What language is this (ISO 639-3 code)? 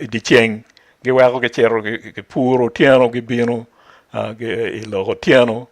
ach